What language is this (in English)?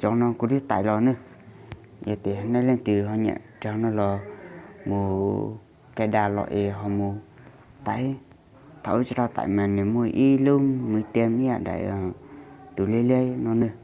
Hmong